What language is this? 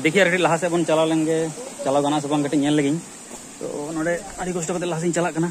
Santali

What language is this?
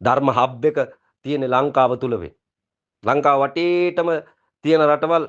Sinhala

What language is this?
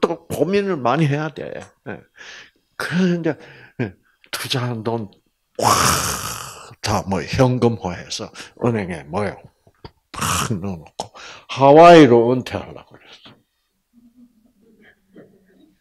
Korean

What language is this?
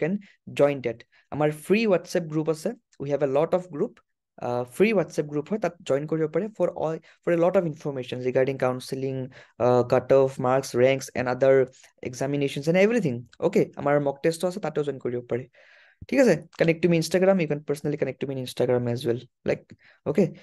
Assamese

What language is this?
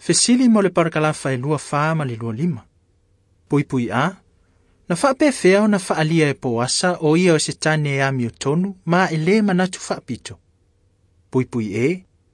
Samoan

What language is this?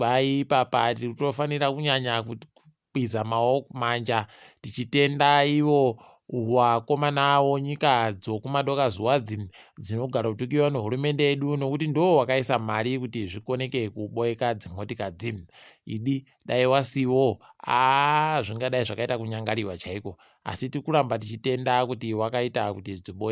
Ndau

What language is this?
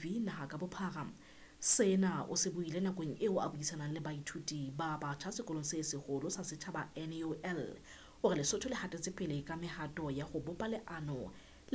Southern Sotho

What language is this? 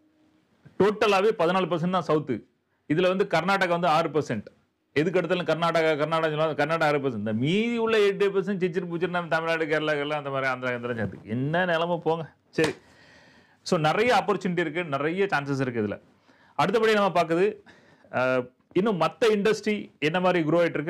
Tamil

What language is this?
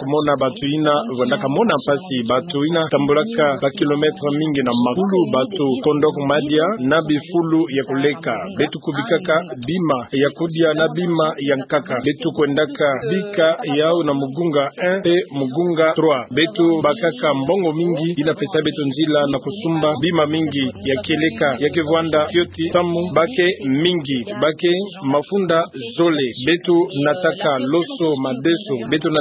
Kituba (Democratic Republic of Congo)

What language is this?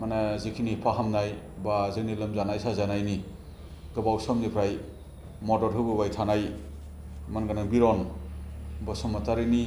Bodo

